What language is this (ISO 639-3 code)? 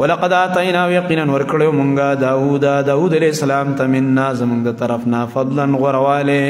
pus